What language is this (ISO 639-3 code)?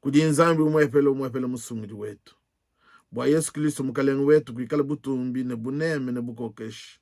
lua